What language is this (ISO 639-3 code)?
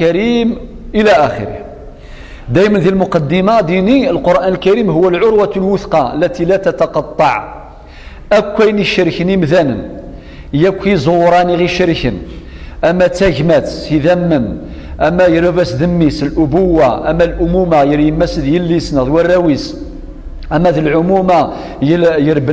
kab